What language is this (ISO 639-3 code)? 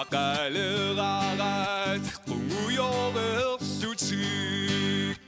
kal